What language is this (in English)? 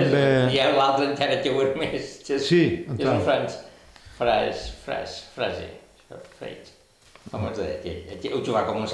Catalan